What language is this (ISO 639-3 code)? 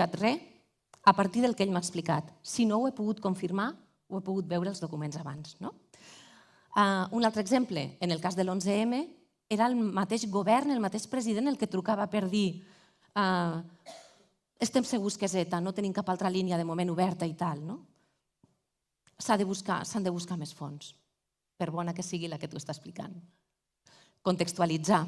cat